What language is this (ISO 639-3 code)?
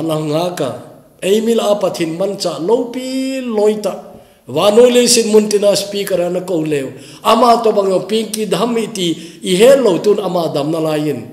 tcz